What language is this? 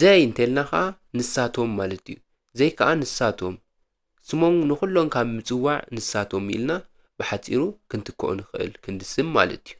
Tigrinya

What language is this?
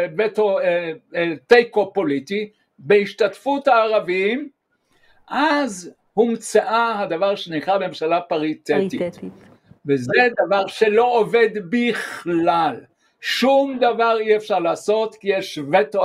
Hebrew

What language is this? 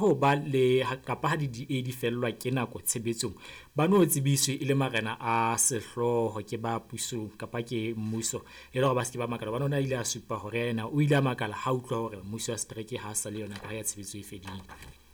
Southern Sotho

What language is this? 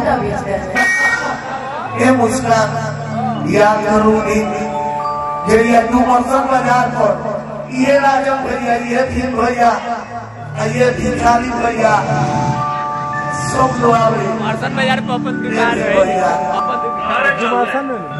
Bhojpuri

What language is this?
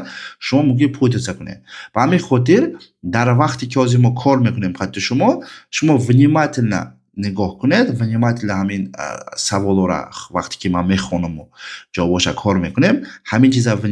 Tajik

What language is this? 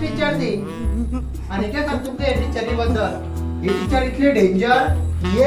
Konkani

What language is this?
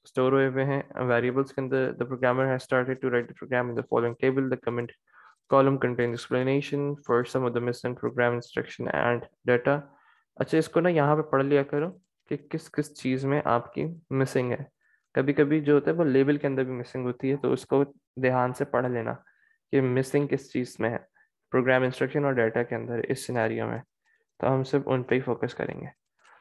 Hindi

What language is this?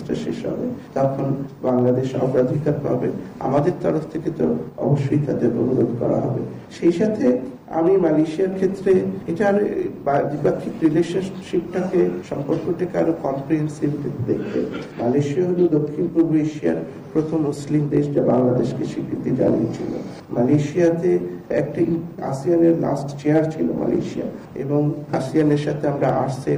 Bangla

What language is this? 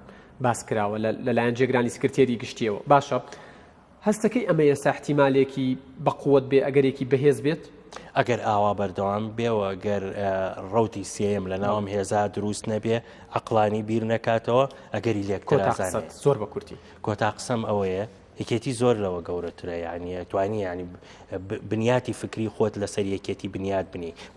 Central Kurdish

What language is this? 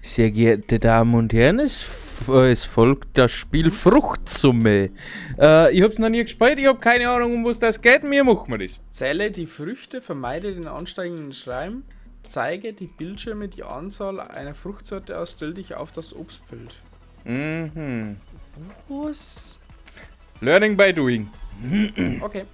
Bavarian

